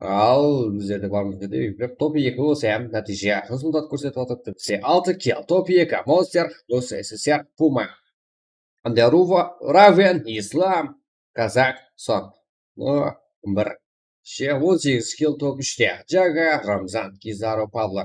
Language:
Kara-Kalpak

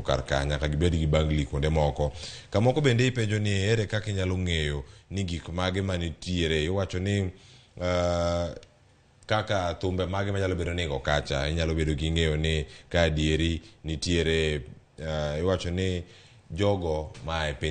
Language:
Luo (Kenya and Tanzania)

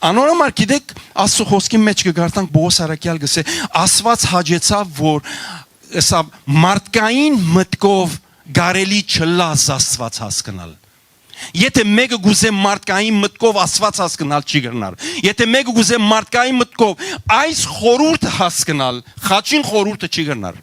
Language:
Western Armenian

